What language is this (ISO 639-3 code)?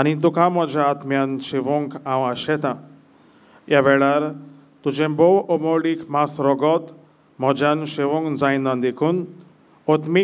kok